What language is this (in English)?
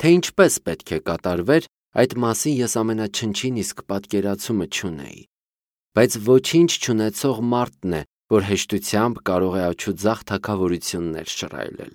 Armenian